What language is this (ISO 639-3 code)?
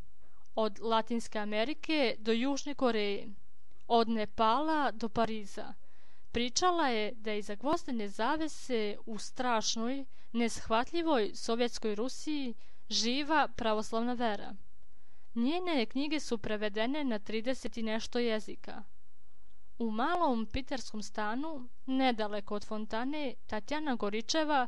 srp